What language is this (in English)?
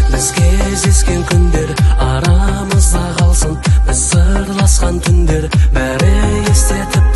Kazakh